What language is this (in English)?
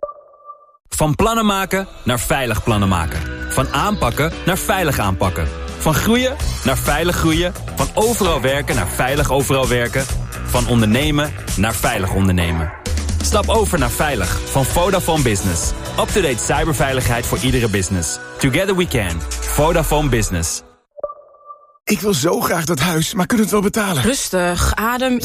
Dutch